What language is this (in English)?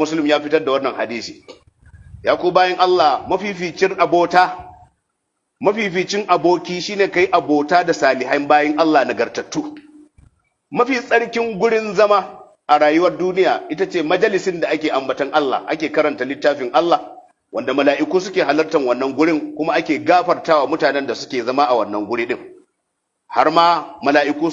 Hausa